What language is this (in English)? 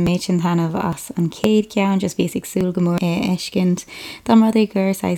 Irish